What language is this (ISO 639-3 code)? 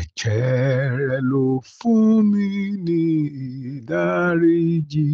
yor